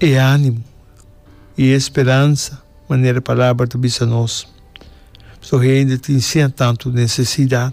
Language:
Papiamento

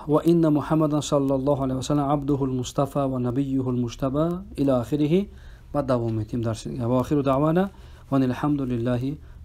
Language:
Persian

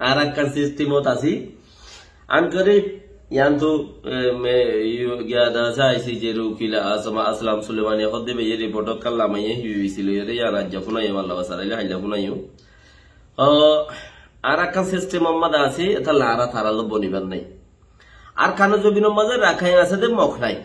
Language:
Rohingya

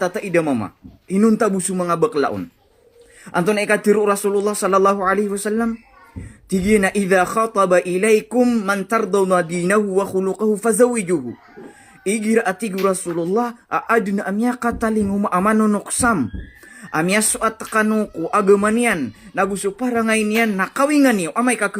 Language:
Maranao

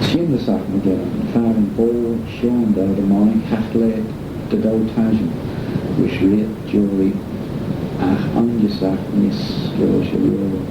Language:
Manx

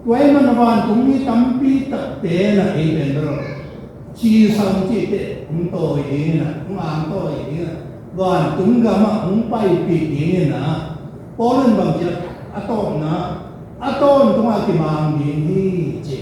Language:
Tedim Chin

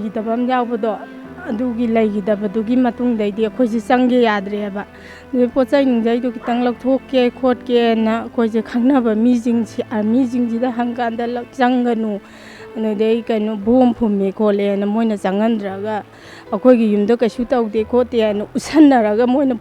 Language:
Manipuri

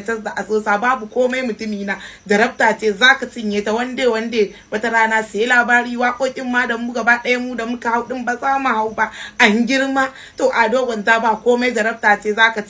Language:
Hausa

